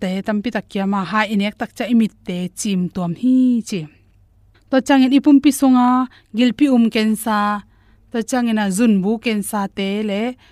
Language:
Tedim Chin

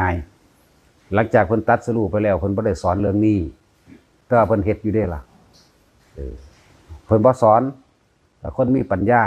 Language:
Northeastern Thai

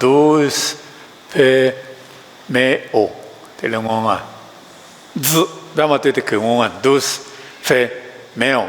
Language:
Lisu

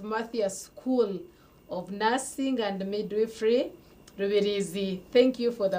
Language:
Nyankole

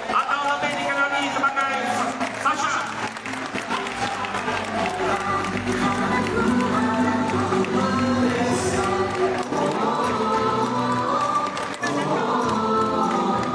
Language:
Malay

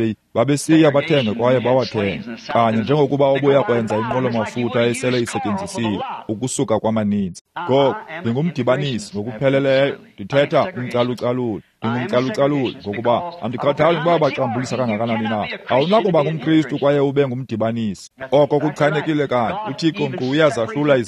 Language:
Xhosa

